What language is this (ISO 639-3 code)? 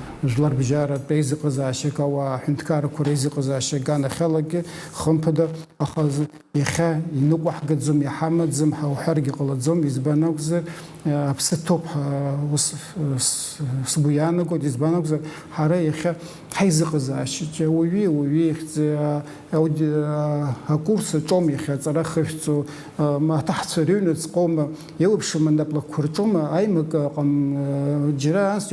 abk